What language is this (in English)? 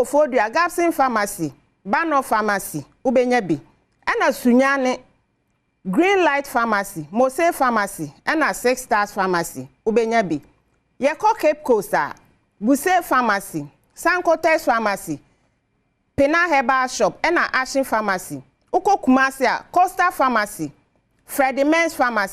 Akan